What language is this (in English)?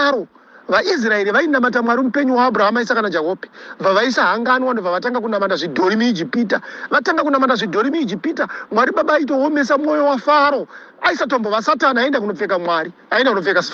Shona